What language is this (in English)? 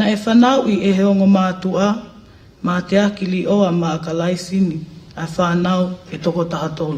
Tongan